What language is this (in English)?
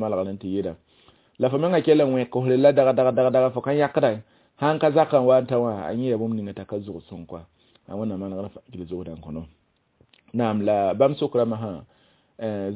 Mossi